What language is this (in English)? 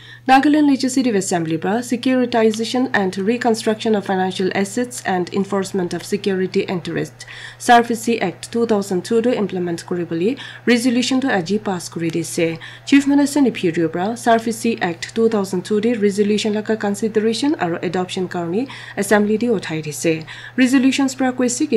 Naga Pidgin